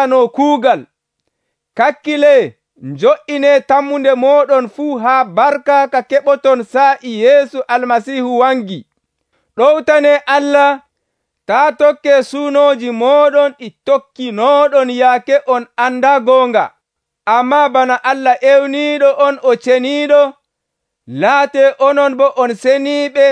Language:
Nigerian Fulfulde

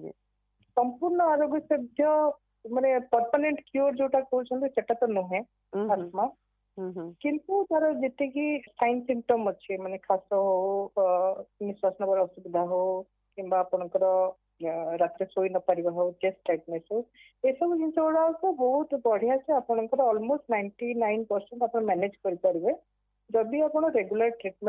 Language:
Odia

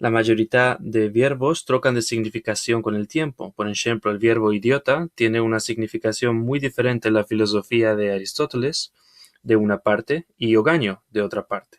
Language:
Ladino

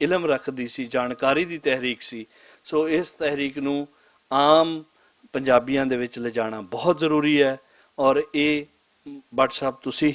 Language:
Western Panjabi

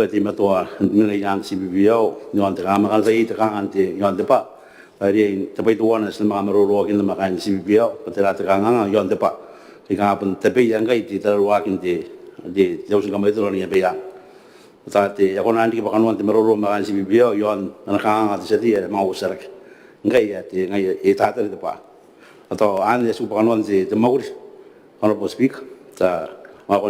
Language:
Gilbertese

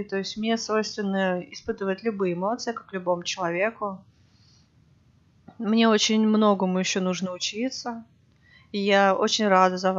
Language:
Russian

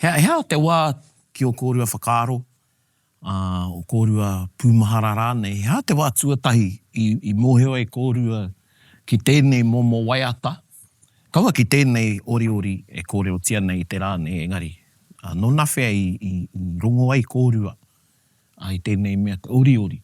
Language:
Māori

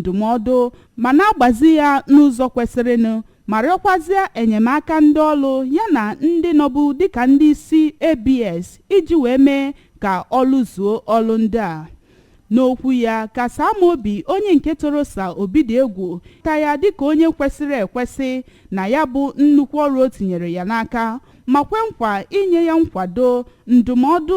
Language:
Igbo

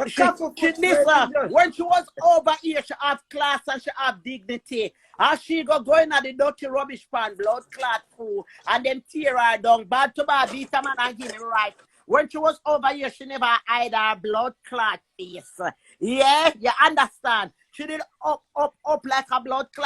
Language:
Jamaican Creole English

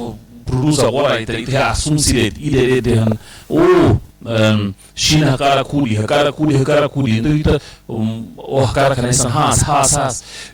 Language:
Tetum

